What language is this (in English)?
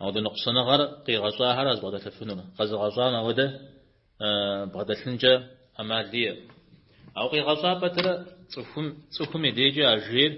Kabardian